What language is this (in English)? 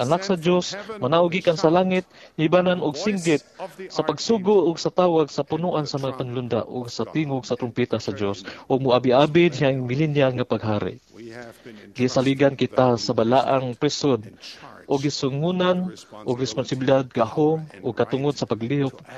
Cebuano